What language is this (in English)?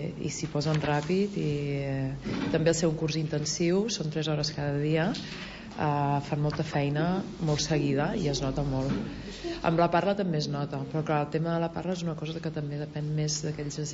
Catalan